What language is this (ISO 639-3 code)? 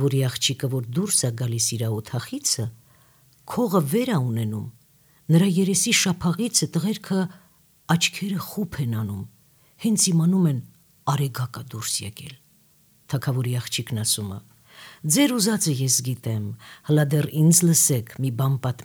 hye